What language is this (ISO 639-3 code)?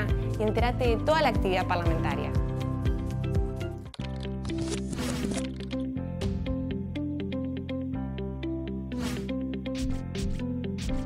spa